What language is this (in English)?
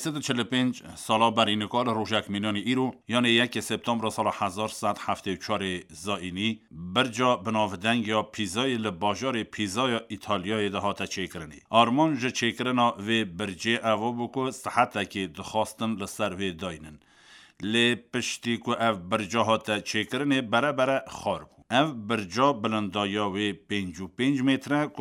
Kurdish